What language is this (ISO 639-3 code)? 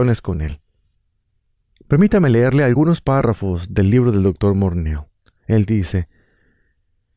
spa